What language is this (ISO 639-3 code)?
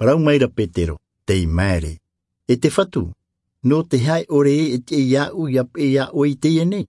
tah